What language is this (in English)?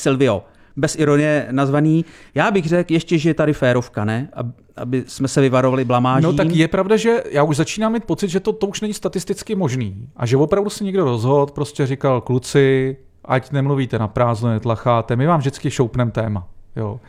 Czech